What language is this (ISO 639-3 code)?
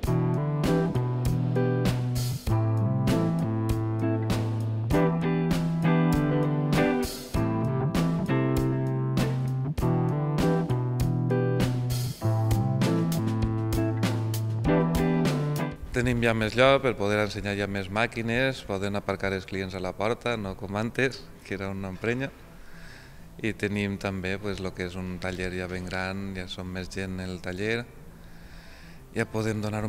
cat